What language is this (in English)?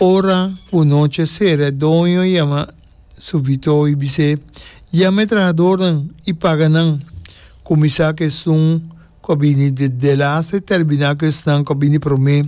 Papiamento